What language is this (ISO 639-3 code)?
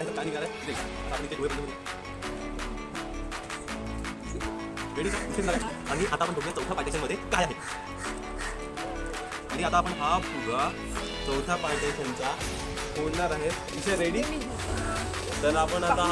mar